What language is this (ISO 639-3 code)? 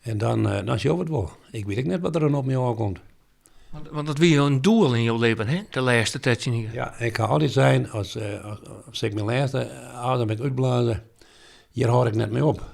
fry